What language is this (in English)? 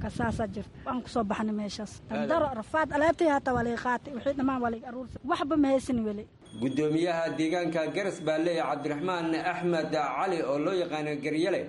Somali